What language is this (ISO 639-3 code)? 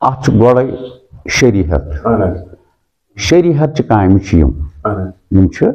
kas